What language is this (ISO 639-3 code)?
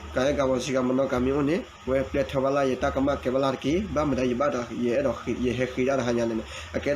ksw